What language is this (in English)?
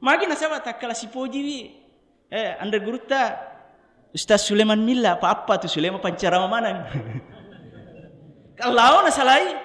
Buginese